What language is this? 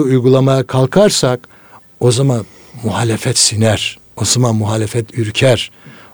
Turkish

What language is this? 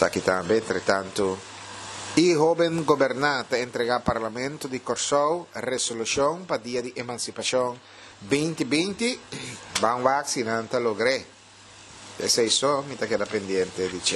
Papiamento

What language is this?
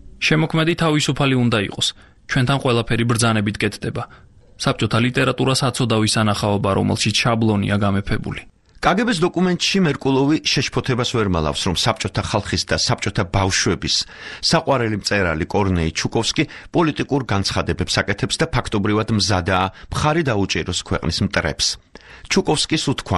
Georgian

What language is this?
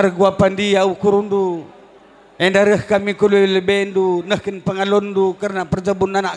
Batak Karo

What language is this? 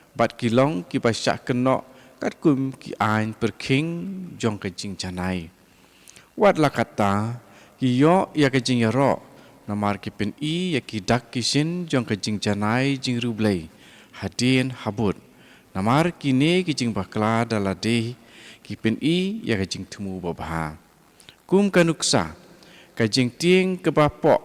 Khasi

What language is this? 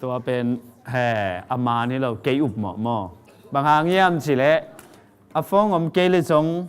Tedim Chin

